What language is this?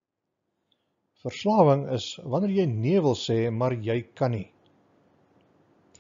Afrikaans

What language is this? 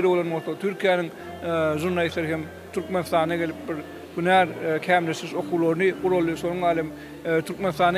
Turkmen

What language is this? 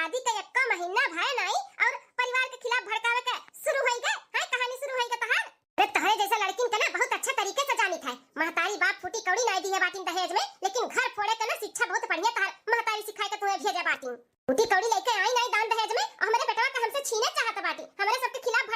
Bhojpuri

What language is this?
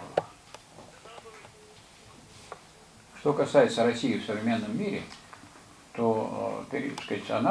Russian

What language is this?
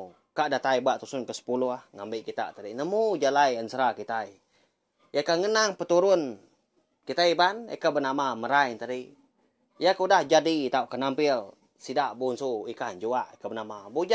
Iban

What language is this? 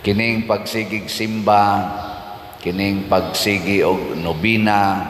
Cebuano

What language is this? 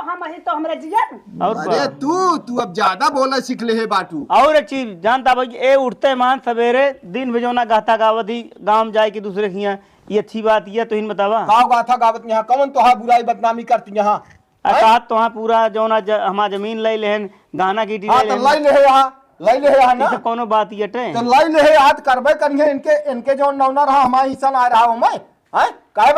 Awadhi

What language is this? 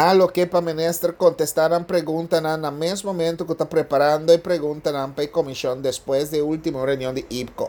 Papiamento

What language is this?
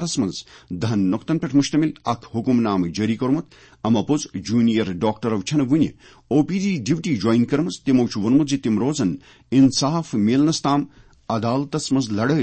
Kashmiri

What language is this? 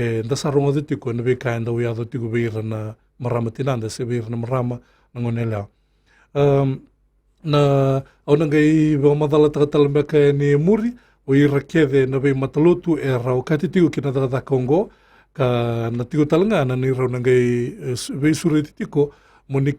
Fijian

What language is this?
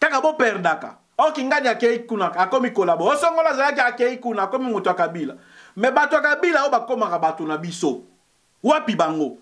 Lingala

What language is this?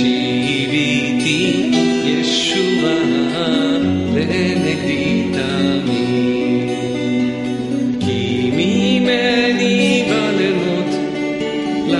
Hebrew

